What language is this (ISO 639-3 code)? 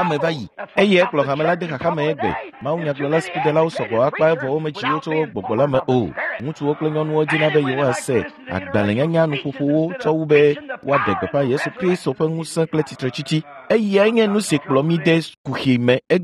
ewe